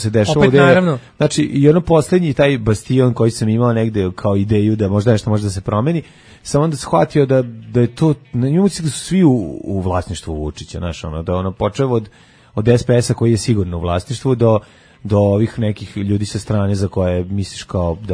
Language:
Serbian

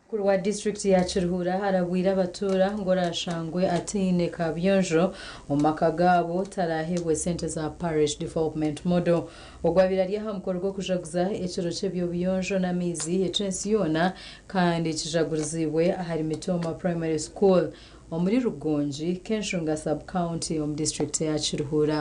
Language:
Nyankole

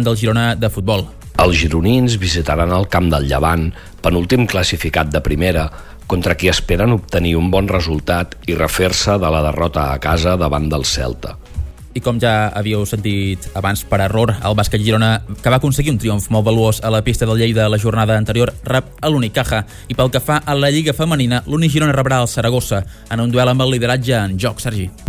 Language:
Catalan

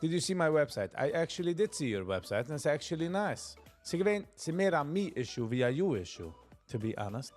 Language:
Yiddish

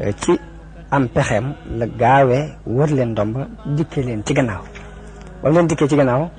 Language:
Wolof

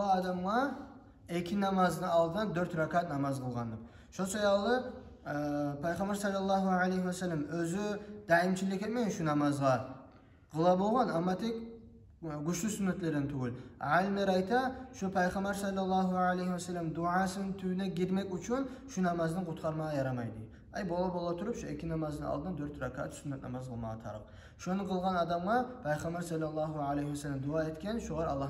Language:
Kumyk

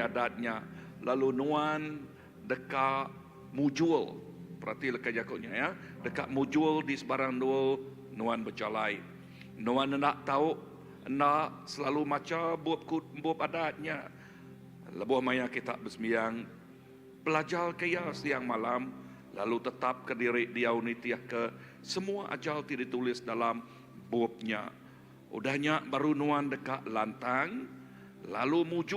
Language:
Iban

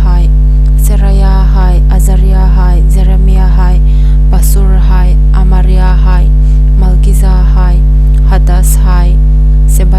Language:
Hmar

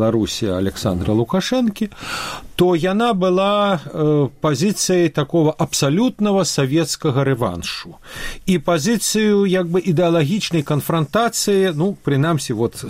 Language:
Belarusian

